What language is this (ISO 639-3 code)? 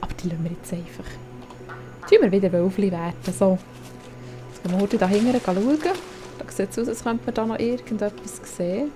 gsw